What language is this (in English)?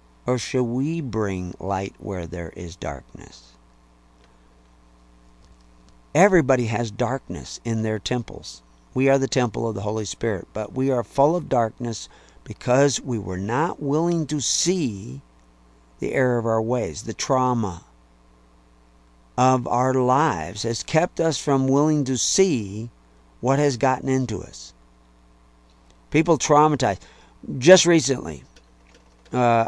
English